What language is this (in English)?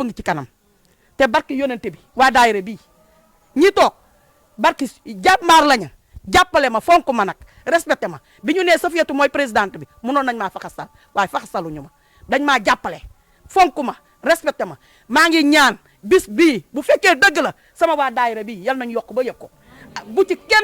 Wolof